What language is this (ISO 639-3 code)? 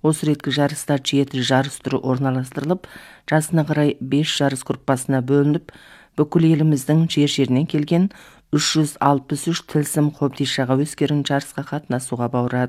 kaz